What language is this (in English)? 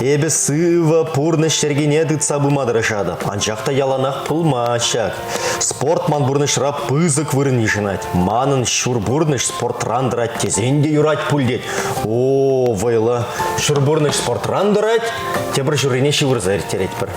Chuvash